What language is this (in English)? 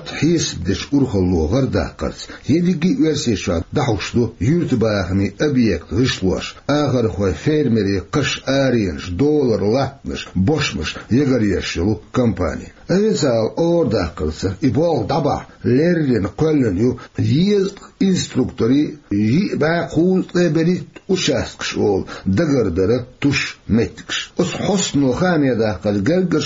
Chechen